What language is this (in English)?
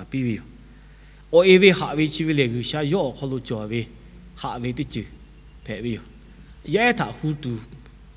Lahu